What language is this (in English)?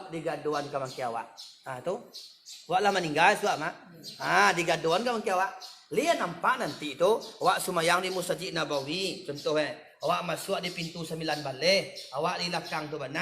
Minangkabau